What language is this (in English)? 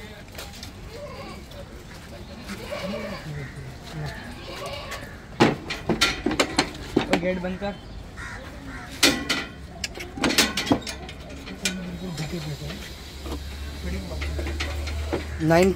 Hindi